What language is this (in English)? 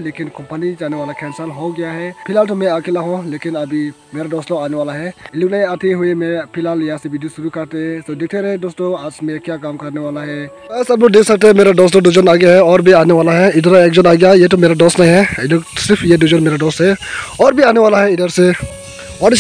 Dimasa